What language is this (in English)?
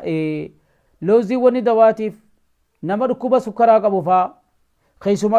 Oromo